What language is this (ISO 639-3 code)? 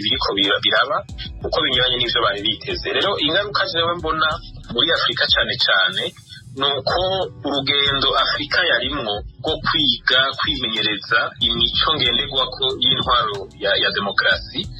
run